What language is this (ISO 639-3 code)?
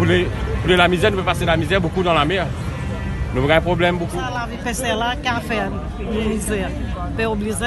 mfe